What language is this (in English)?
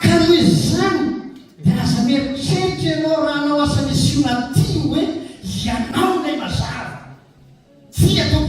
Malagasy